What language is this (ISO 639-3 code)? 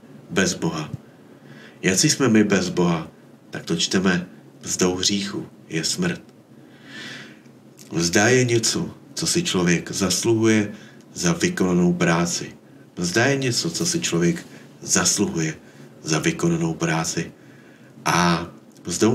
ces